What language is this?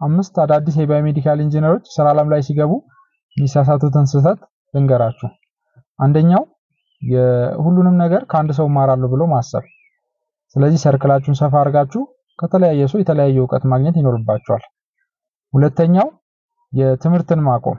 Amharic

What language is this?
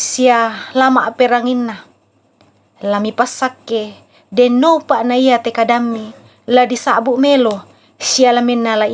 Toraja-Sa'dan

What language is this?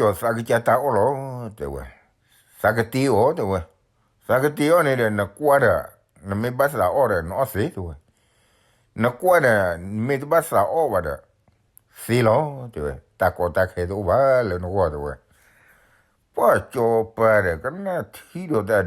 S'gaw Karen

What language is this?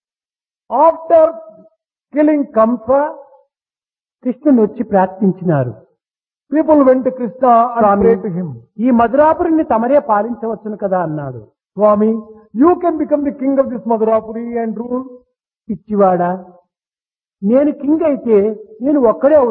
Telugu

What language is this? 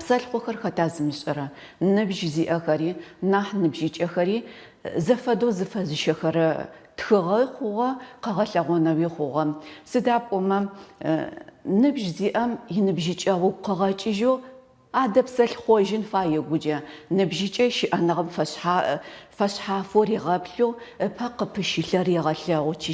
Adyghe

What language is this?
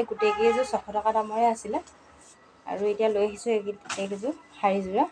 Assamese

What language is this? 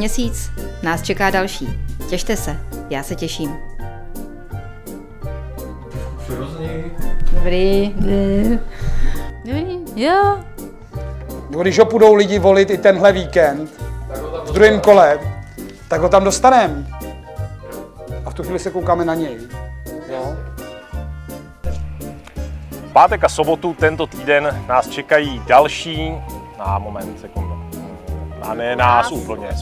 Czech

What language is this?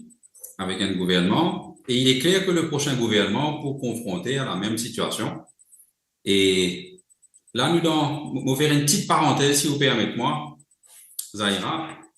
Morisyen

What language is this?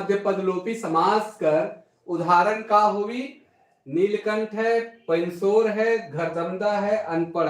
Sadri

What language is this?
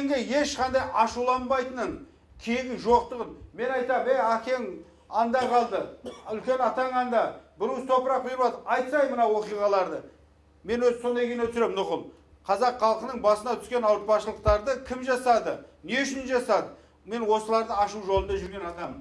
Kazakh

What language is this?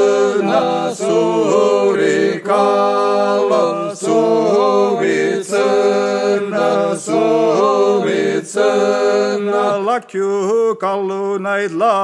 Estonian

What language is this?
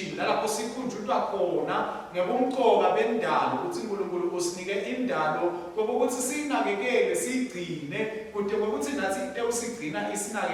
Swati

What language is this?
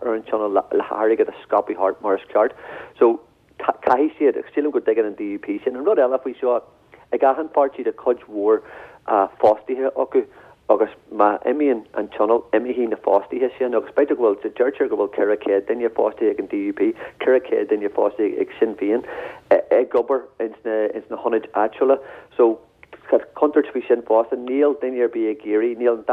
Irish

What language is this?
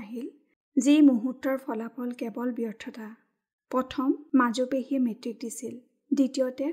Assamese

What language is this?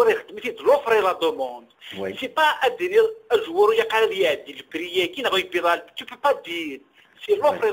Kabyle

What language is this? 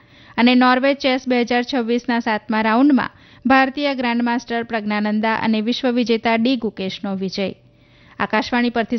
Gujarati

